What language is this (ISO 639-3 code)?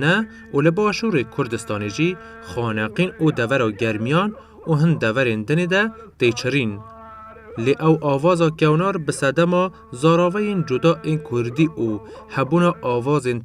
kur